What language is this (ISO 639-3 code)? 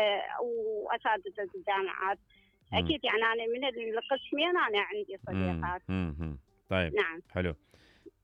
acm